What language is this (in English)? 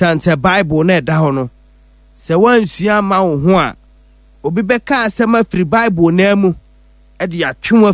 Akan